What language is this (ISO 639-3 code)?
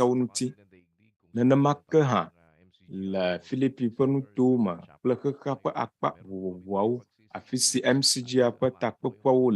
ewe